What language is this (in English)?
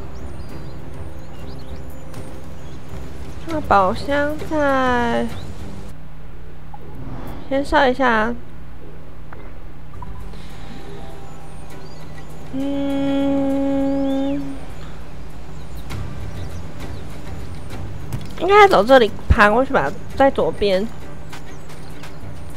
Chinese